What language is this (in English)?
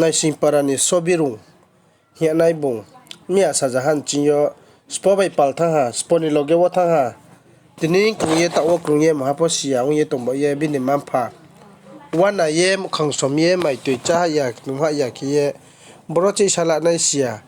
Riang (India)